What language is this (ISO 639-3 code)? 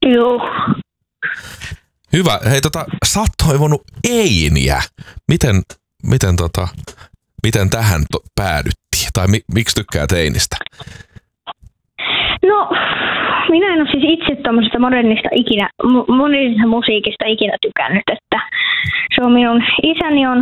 fin